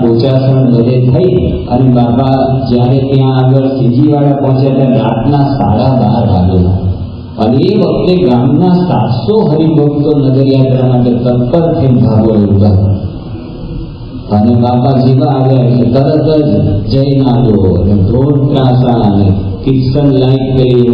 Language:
Gujarati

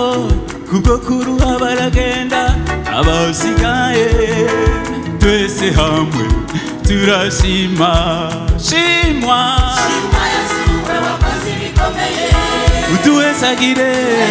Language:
Rundi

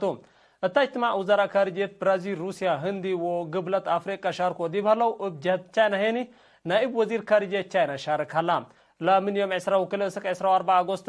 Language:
Tigre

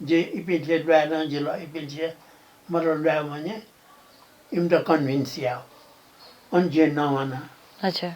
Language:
Newari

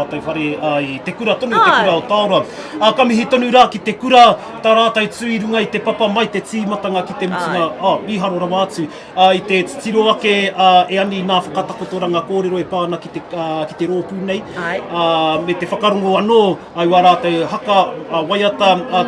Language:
Māori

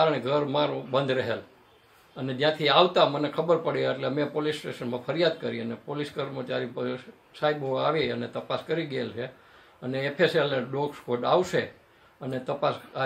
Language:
Gujarati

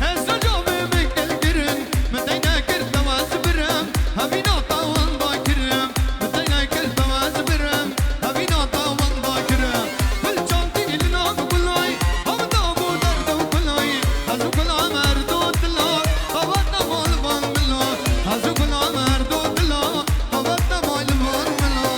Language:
Kurdish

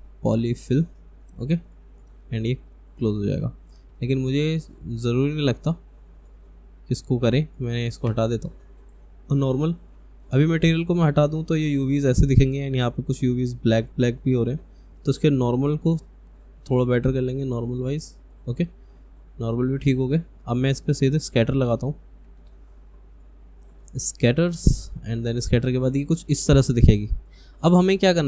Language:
Hindi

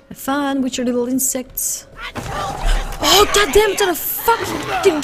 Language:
English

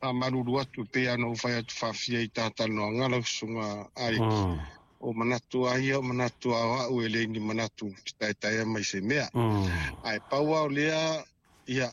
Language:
Samoan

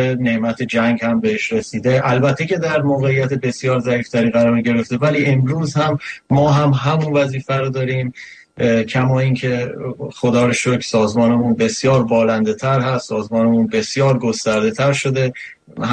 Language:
Persian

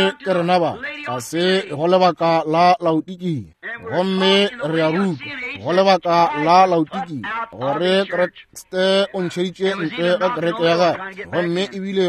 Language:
Northern Sotho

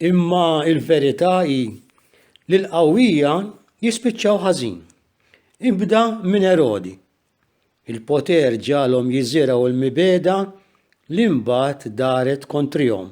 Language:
Maltese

